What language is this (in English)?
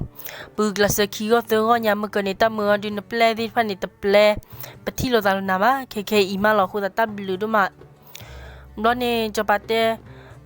S'gaw Karen